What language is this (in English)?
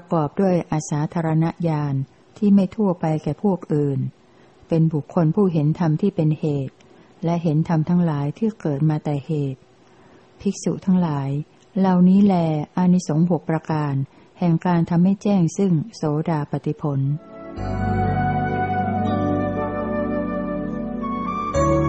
Thai